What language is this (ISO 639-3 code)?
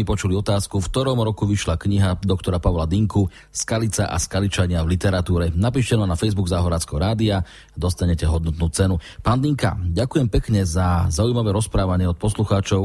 slk